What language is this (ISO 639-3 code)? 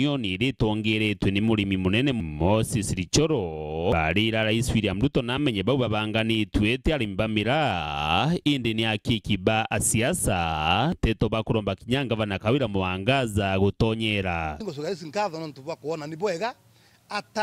mer